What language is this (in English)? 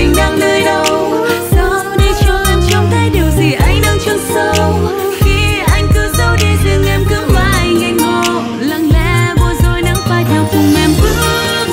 Vietnamese